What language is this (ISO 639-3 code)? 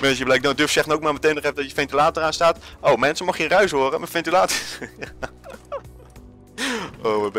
nld